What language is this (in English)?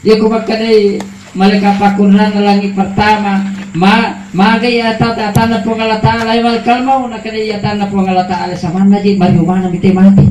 Buginese